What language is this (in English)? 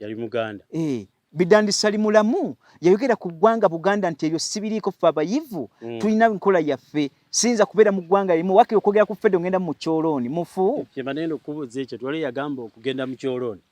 Ganda